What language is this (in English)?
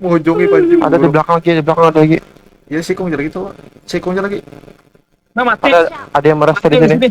Banjar